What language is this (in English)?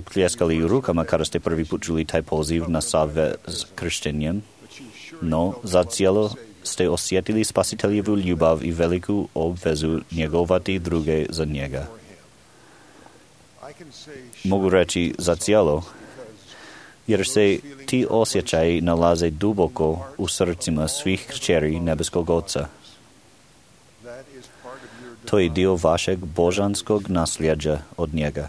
Croatian